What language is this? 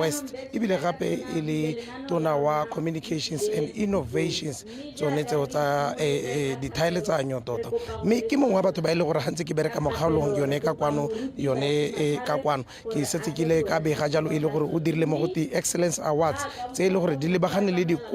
Tswana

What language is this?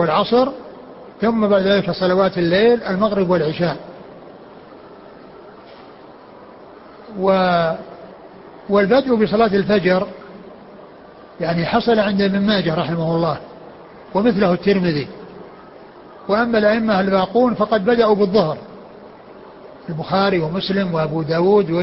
Arabic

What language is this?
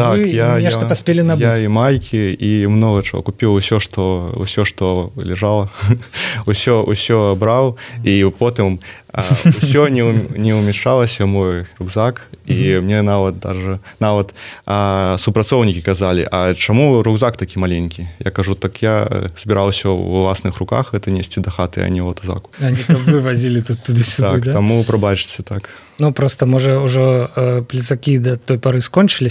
Belarusian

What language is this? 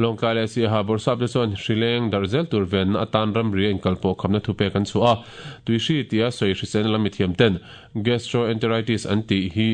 Mizo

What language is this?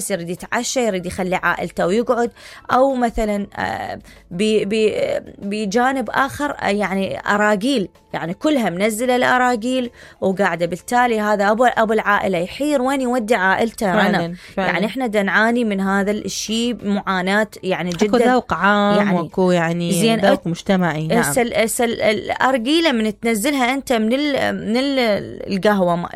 Mesopotamian Arabic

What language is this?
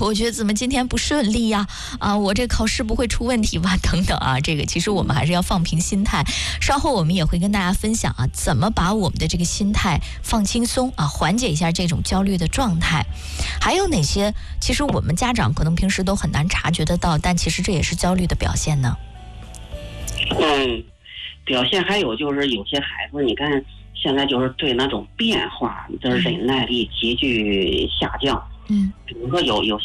Chinese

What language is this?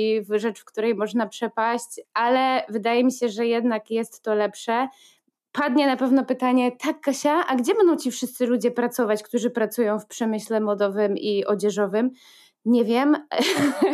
Polish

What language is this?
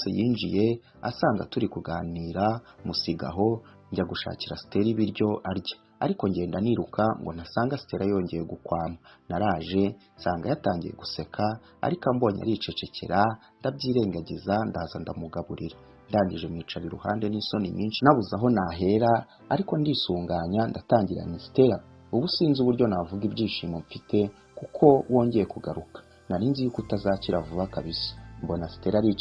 Kinyarwanda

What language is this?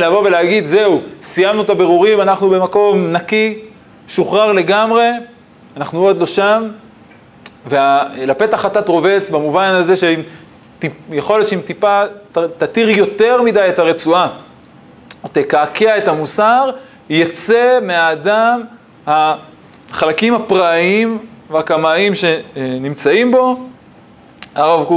Hebrew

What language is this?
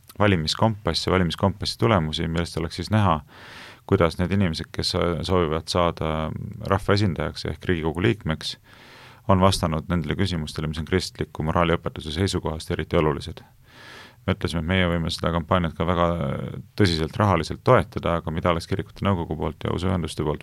Estonian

